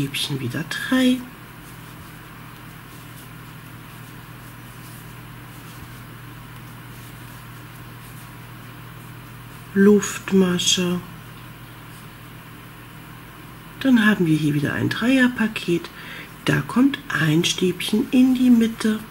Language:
German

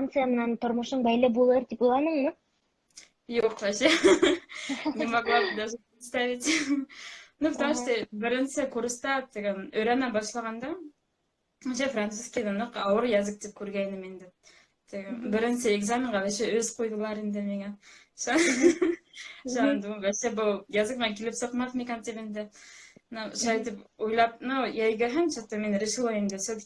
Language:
Bashkir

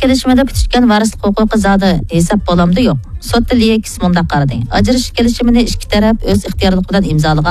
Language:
Uyghur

